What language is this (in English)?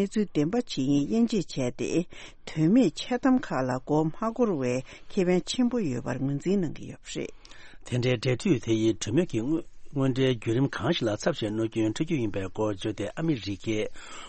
Tibetan